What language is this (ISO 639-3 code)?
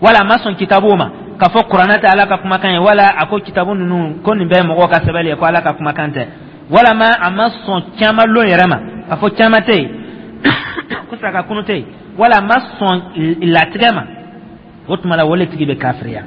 dyu